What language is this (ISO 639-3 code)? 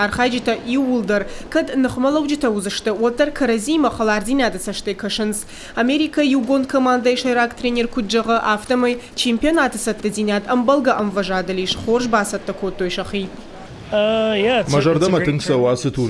oss